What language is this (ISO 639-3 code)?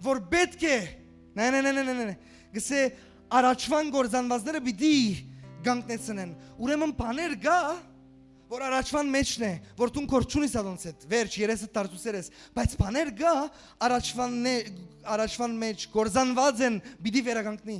hyw